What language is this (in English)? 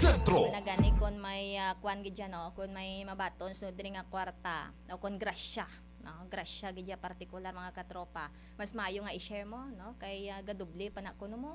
Hiligaynon